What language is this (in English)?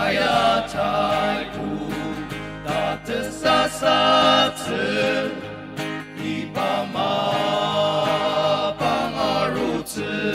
Ao Naga